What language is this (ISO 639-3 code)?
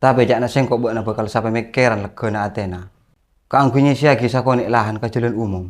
mad